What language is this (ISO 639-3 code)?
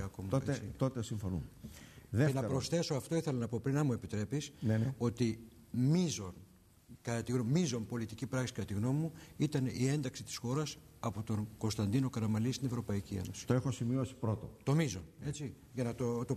ell